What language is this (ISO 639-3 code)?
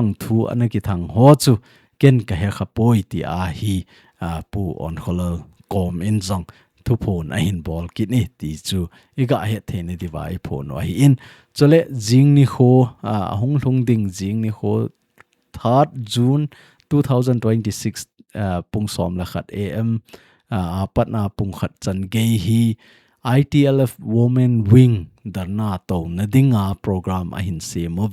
tcz